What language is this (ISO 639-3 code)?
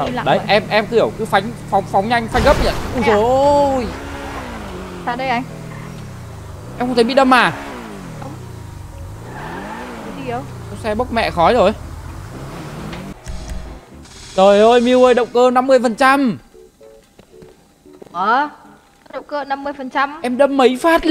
vie